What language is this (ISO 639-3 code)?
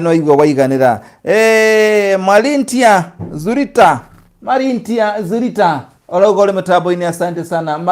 kik